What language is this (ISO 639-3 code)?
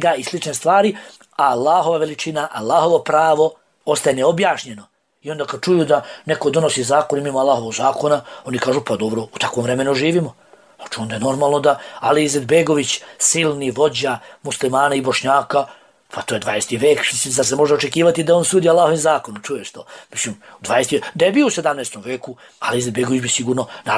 bos